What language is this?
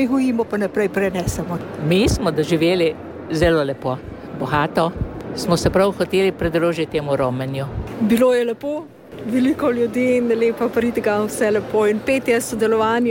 Slovenian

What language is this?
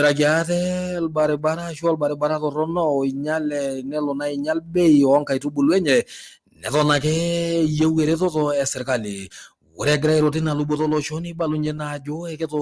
Masai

